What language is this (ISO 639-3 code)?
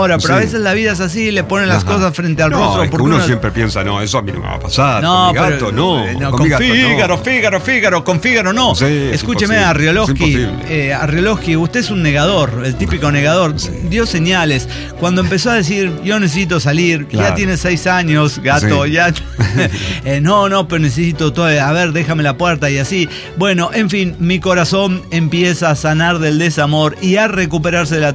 spa